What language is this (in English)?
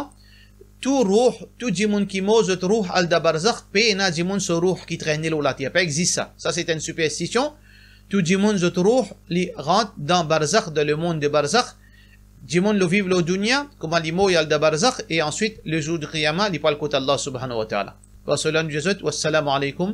Morisyen